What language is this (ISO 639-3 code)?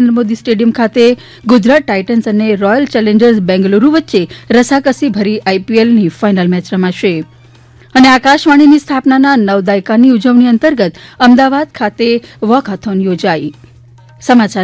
guj